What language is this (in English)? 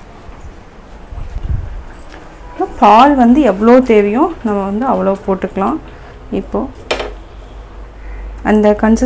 Tamil